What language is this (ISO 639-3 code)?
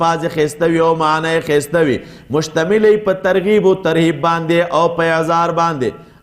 pus